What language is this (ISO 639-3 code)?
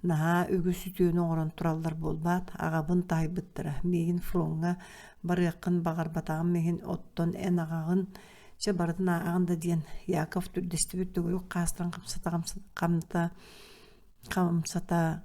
sah